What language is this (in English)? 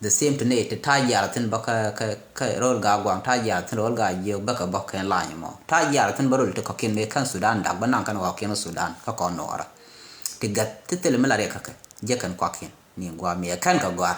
Nuer